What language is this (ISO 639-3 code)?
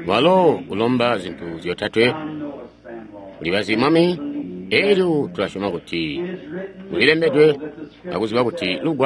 toi